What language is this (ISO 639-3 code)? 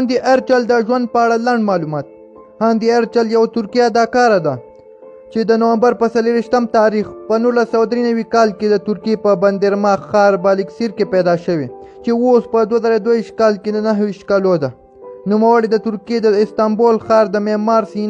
pus